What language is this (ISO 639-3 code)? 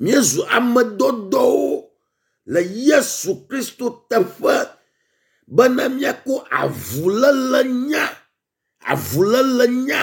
ewe